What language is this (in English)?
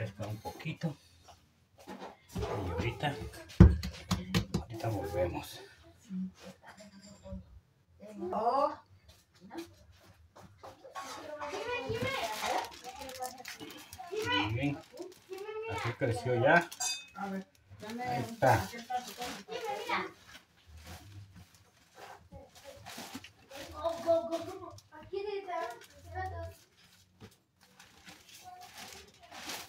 Spanish